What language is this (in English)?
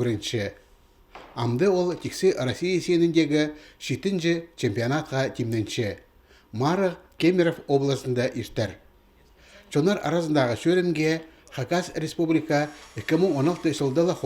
Khakas